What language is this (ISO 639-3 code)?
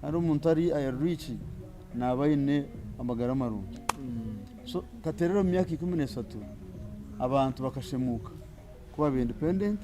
nyn